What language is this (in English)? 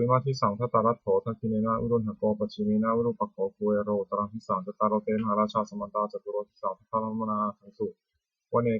Pali